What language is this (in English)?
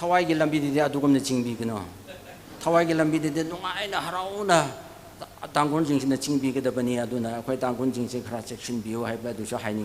Tangkhul Naga (India)